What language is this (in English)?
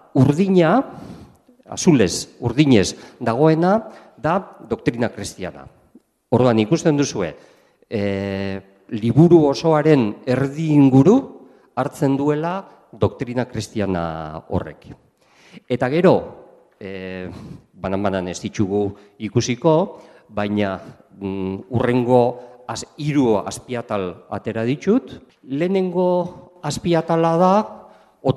Basque